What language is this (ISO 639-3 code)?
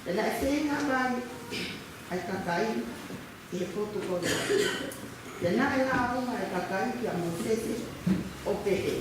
ton